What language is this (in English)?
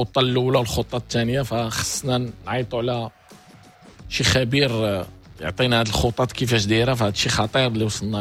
Moroccan Arabic